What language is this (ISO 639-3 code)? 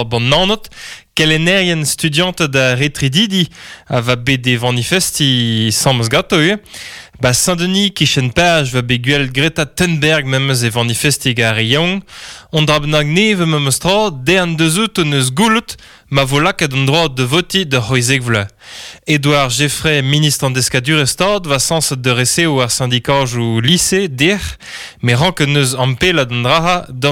bre